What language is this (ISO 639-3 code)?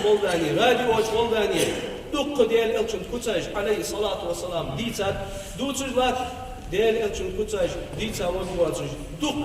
inh